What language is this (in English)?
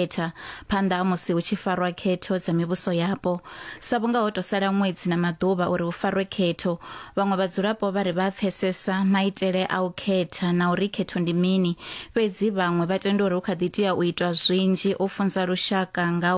Venda